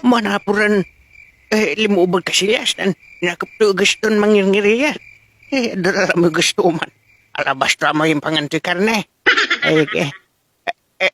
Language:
Pangasinan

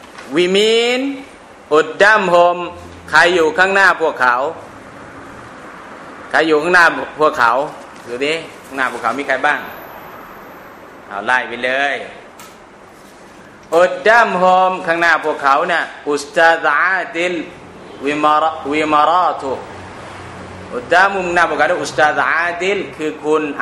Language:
Thai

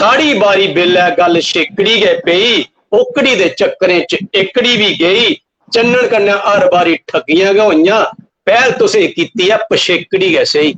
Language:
Dogri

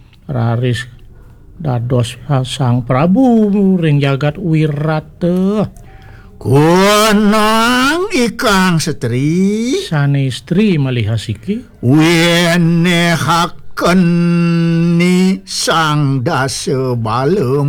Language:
Balinese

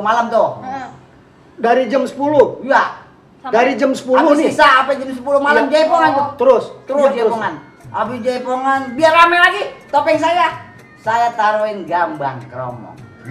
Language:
Betawi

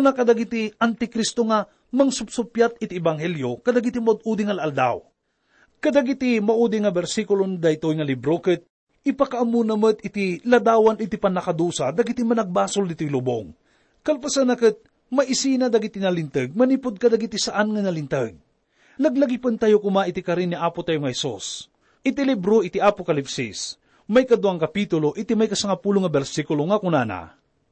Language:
Iloko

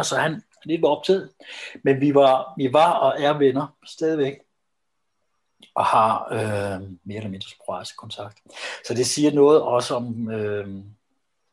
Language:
Danish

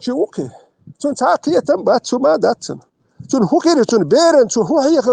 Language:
Chechen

